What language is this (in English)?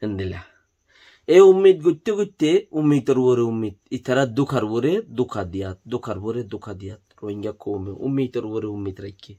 Rohingya